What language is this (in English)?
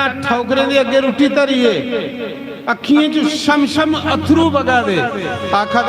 Dogri